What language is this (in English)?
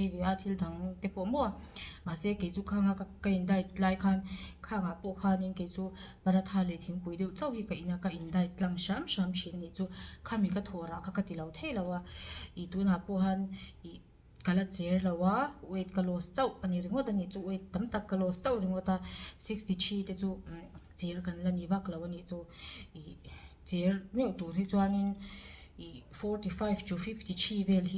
Mizo